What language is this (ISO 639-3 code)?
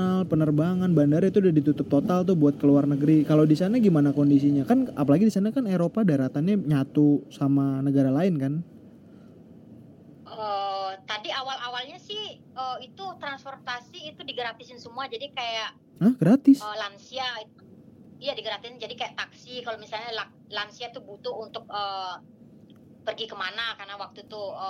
ind